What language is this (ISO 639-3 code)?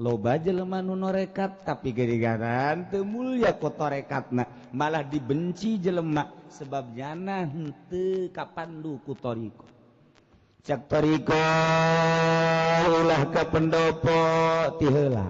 sun